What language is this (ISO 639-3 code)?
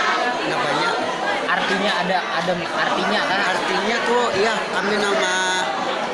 bjn